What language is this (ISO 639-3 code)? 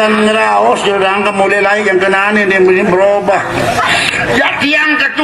sas